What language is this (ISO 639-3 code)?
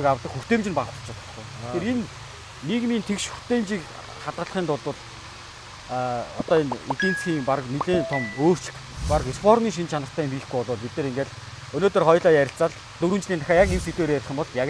mon